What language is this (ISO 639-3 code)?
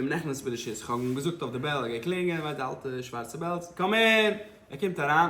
yid